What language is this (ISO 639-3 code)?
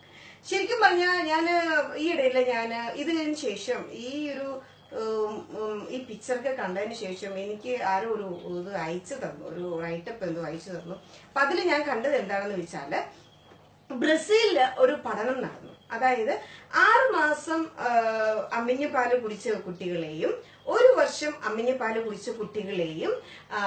mal